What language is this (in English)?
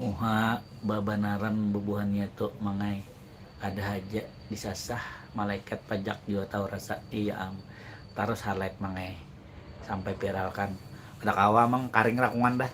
Banjar